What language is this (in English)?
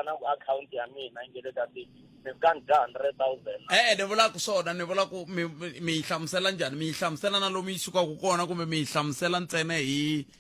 Tsonga